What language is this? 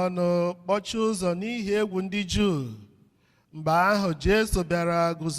Igbo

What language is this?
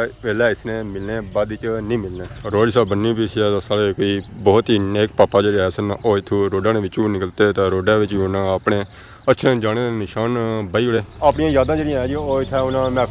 Pahari-Potwari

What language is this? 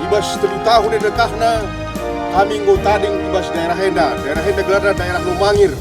Batak Karo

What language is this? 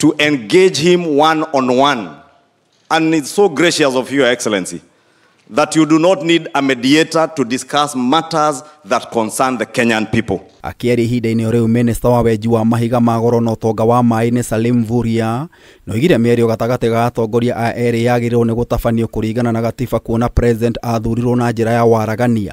Kikuyu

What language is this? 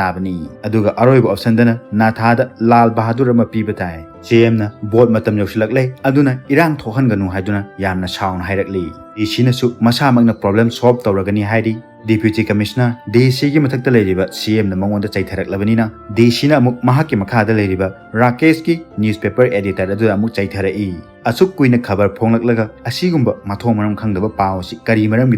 Manipuri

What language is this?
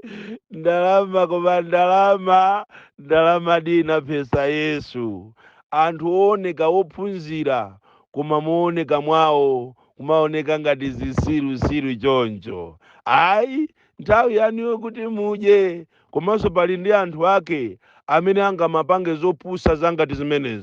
Nyanja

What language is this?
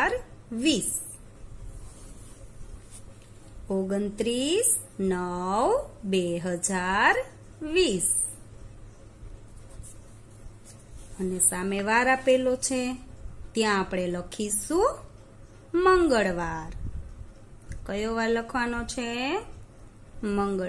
Gujarati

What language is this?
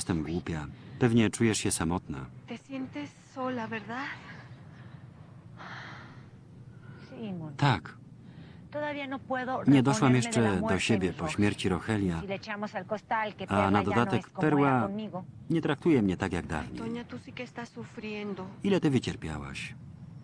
Polish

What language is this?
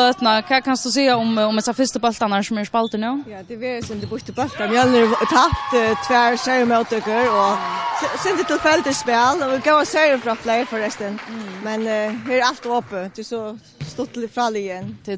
Faroese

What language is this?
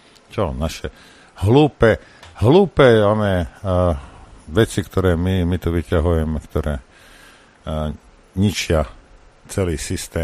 Slovak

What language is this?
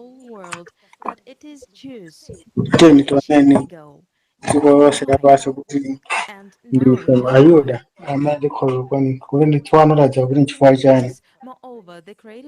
Nyanja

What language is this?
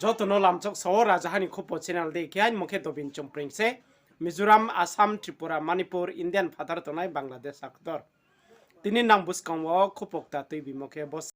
Riang (India)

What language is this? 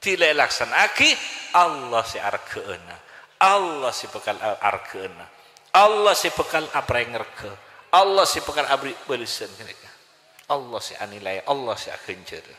Madurese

